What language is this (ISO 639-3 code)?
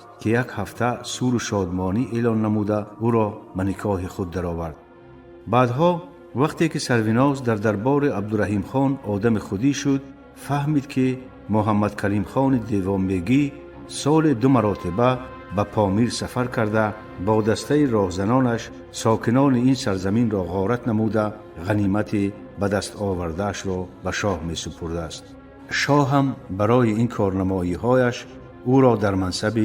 tgk